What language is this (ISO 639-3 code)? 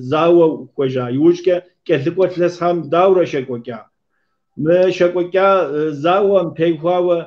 kbd